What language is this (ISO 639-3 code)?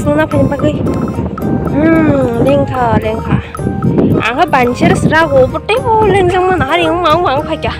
trp